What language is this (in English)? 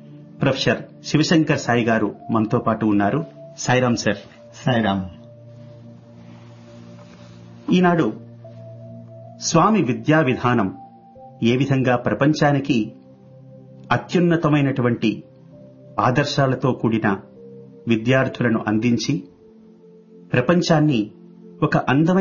Telugu